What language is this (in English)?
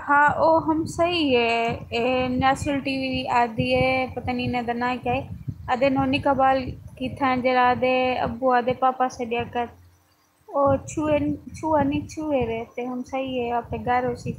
Saraiki